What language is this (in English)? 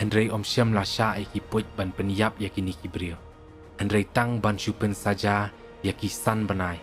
Khasi